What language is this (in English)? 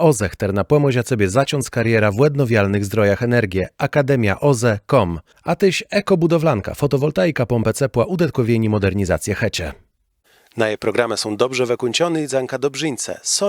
Kashubian